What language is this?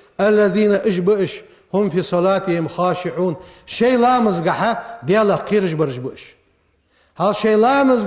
Ingush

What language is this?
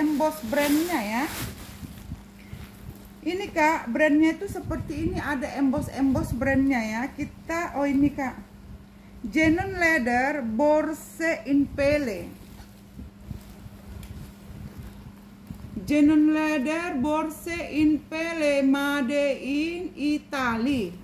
Indonesian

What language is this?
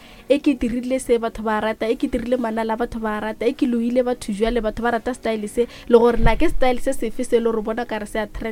Northern Sotho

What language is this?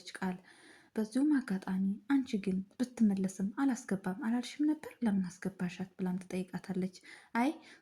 Amharic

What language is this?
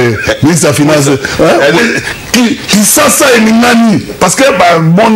Lingala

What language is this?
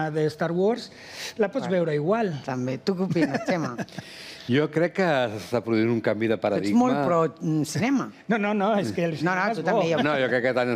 Catalan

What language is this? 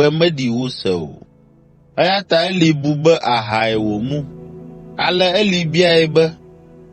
Ewe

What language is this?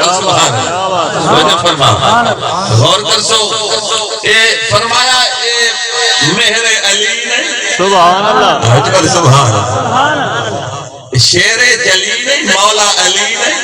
Saraiki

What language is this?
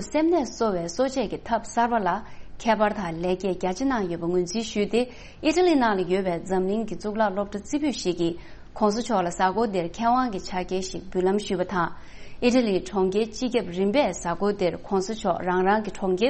Tibetan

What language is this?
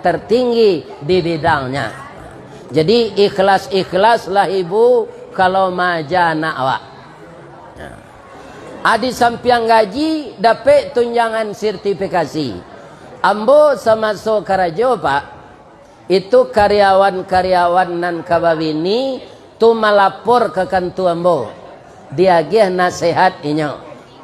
Minangkabau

